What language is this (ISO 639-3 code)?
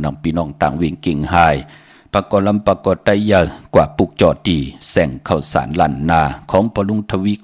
shn